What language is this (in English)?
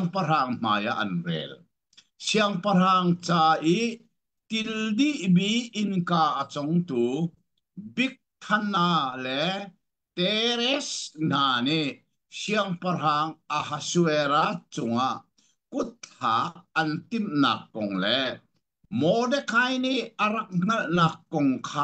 Hakha Chin